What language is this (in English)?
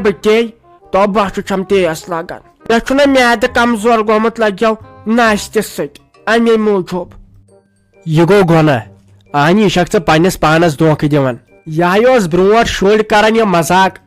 Kashmiri